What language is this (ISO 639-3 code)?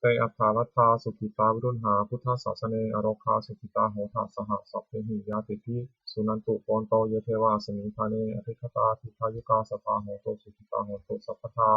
pli